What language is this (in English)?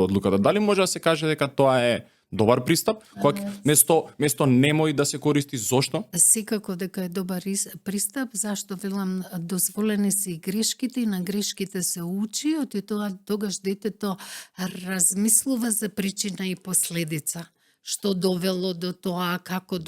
Macedonian